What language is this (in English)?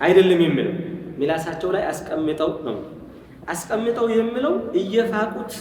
Amharic